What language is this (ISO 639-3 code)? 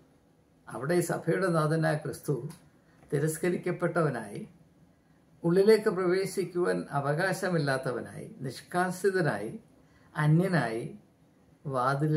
mal